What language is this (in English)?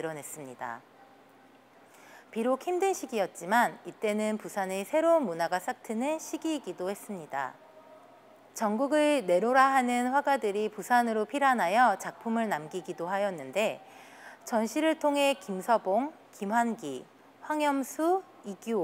Korean